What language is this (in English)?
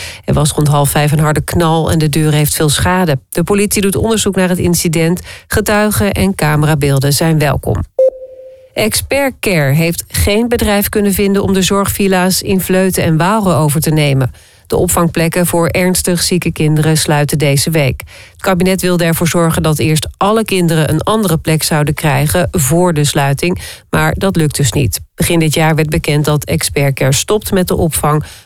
Dutch